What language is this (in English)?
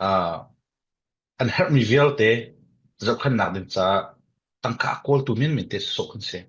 Falam Chin